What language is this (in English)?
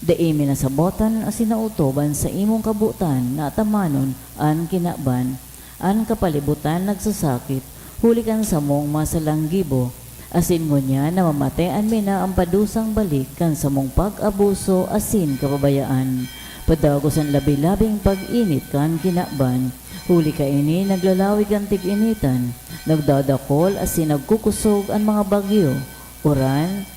Bikol